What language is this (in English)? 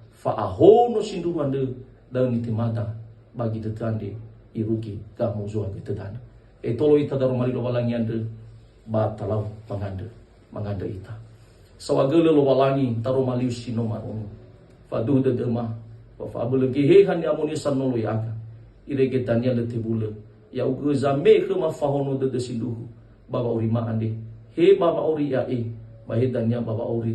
Nias